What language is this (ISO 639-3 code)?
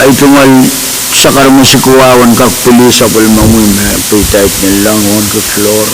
pon